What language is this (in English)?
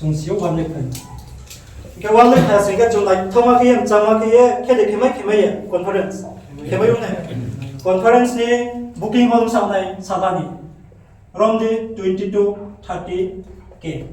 Riang (India)